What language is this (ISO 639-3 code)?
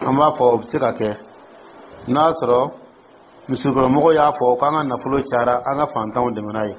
dyu